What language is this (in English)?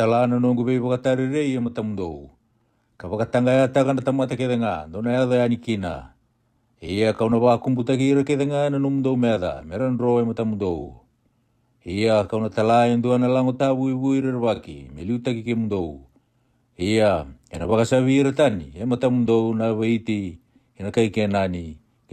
Fijian